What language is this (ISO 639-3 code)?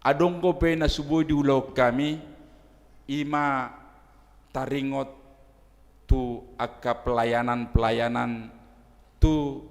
bbc